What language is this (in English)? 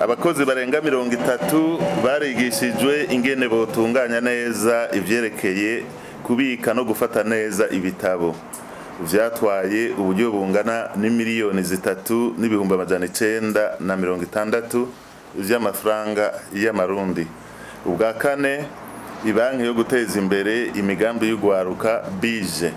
Rundi